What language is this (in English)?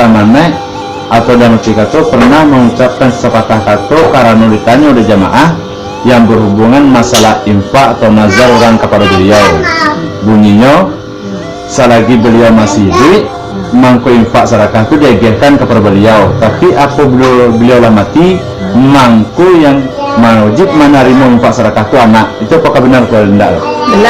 Minangkabau